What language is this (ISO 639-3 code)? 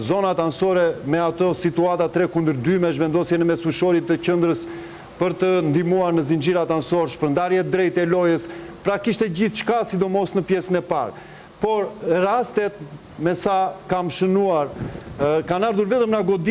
sqi